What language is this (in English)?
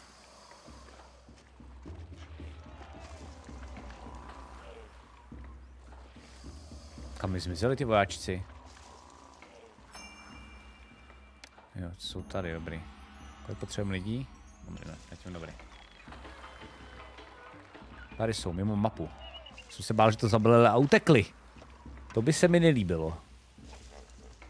Czech